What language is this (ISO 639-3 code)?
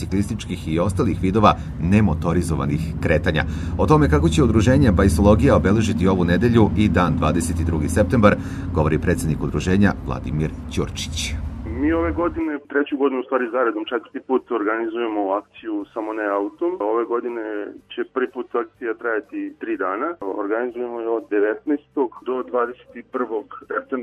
srp